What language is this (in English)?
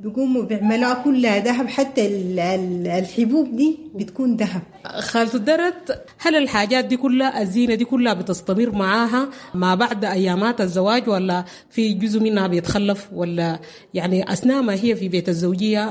Sudanese Arabic